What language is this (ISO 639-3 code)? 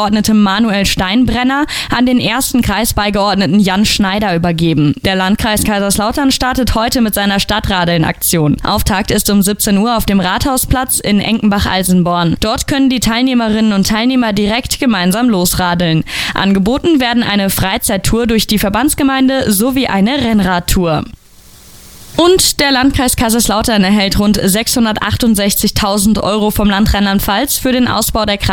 deu